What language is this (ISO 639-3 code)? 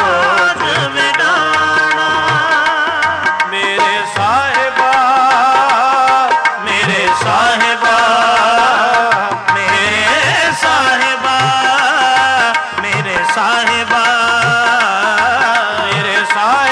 pan